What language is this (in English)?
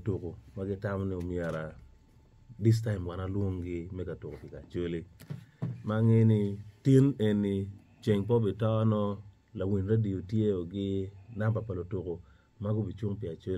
Acoli